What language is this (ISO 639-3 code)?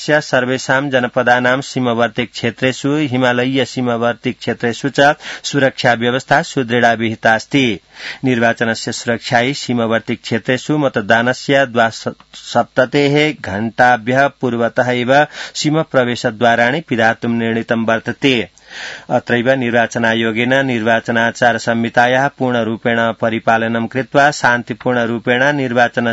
san